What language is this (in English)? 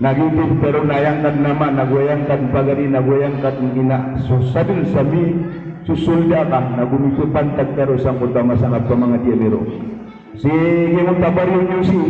Maranao